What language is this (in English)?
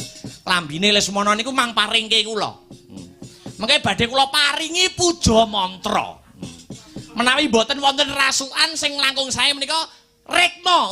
Javanese